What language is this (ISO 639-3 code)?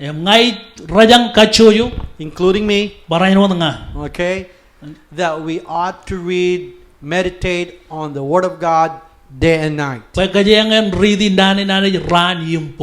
mah